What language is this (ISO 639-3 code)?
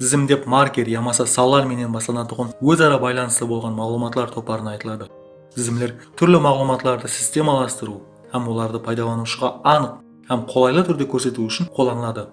kaa